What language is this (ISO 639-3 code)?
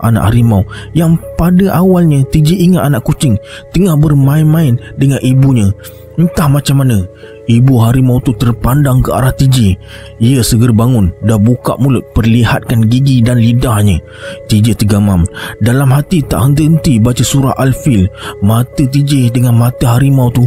msa